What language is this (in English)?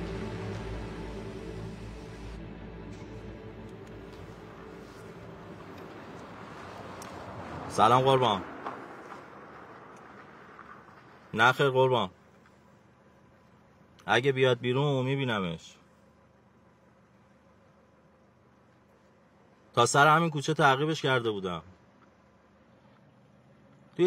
Persian